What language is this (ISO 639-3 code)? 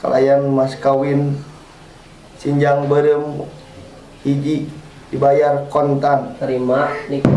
sun